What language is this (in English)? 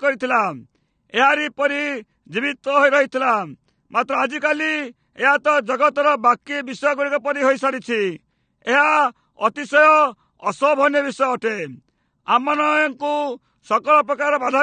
Odia